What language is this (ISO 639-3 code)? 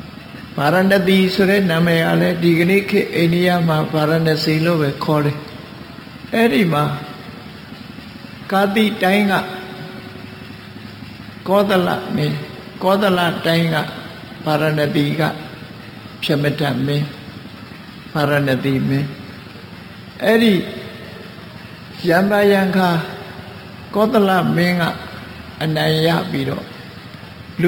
mya